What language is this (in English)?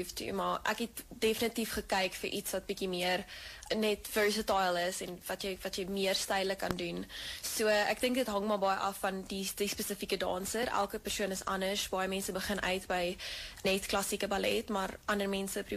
Afrikaans